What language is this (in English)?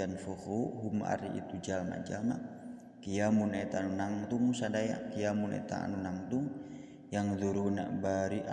Sundanese